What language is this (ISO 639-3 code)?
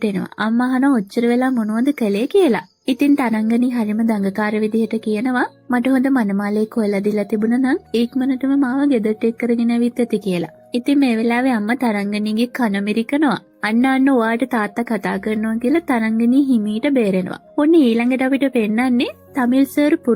sin